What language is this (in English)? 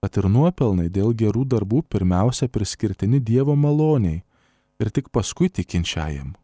Lithuanian